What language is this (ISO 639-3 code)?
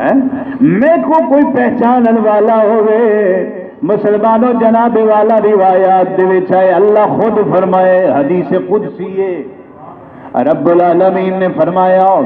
skr